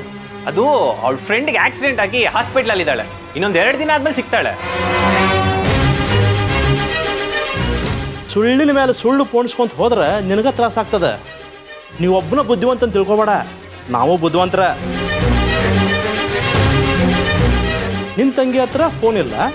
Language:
Kannada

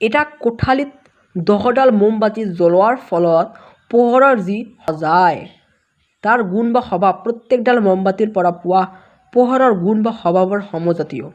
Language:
Assamese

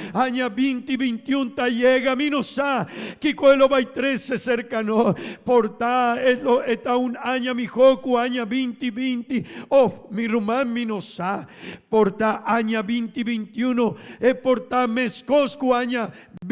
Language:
Papiamento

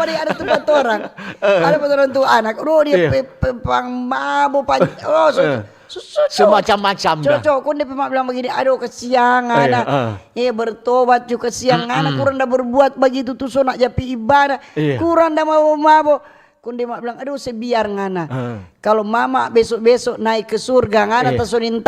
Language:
Manado Malay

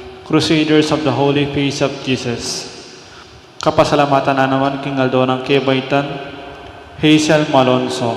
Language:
Pampanga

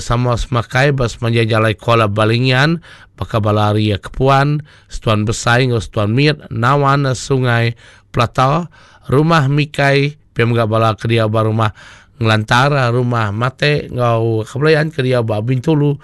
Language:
Iban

